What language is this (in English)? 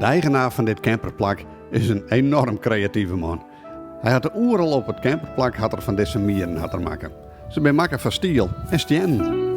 Western Frisian